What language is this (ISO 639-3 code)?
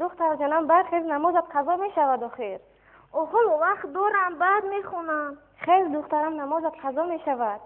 tgk